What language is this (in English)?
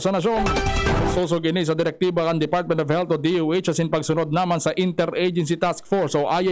Bikol